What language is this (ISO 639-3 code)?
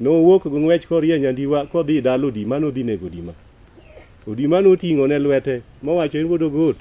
luo